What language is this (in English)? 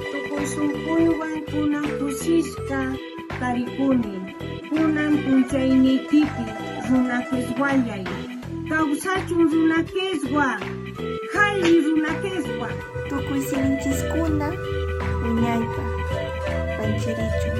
Quechua